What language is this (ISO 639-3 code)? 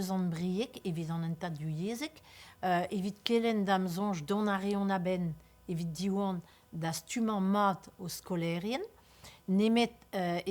bre